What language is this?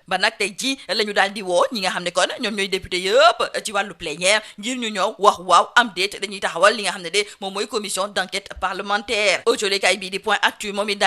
Wolof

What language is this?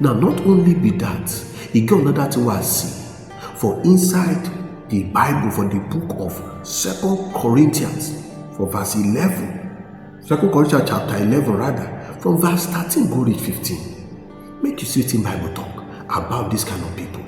Nigerian Pidgin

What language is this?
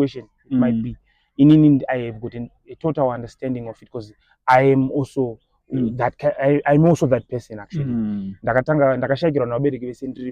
Shona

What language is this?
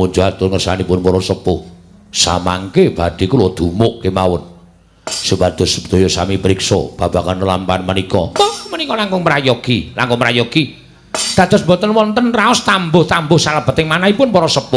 Javanese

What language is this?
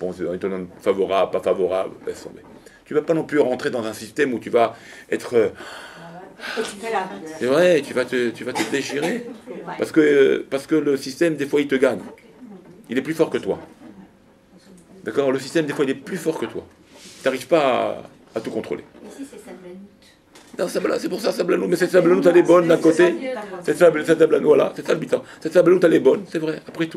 French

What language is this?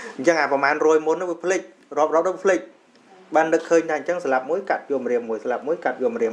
Khmer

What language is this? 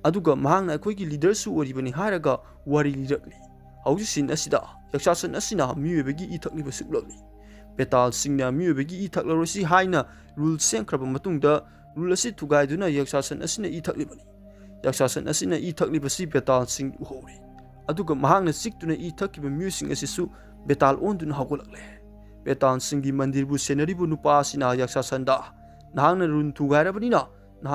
Manipuri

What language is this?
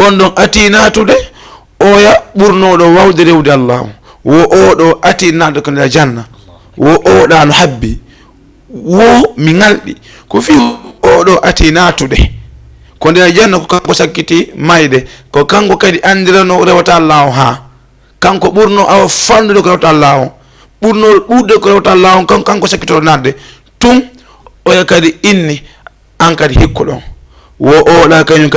Fula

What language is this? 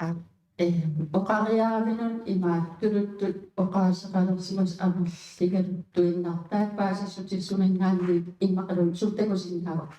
Kalaallisut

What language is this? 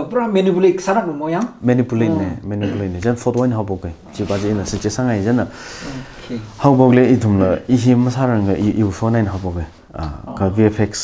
Tangkhul Naga (India)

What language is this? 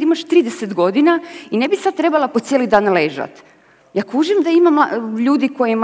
Croatian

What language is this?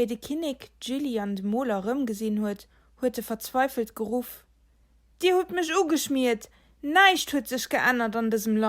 Luxembourgish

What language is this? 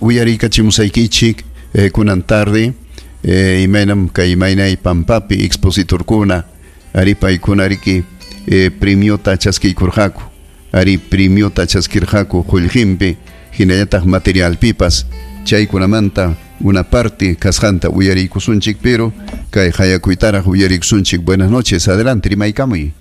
Ayacucho Quechua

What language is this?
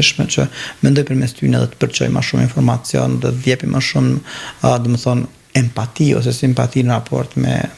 Albanian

